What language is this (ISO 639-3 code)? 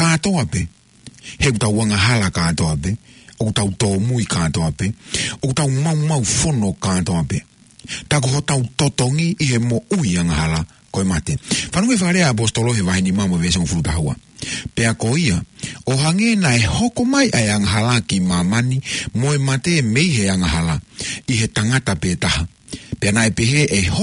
ton